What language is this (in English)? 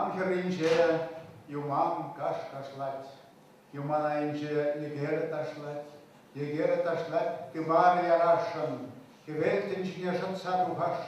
Chuvash